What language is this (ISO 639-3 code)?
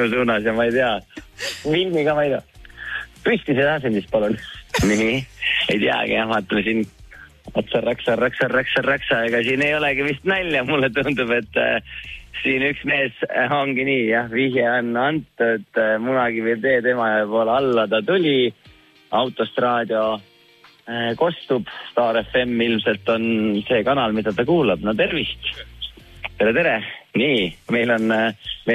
est